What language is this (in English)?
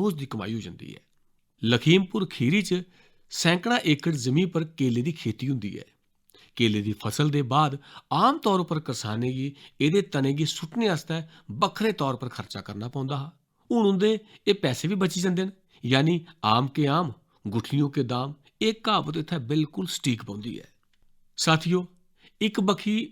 Dogri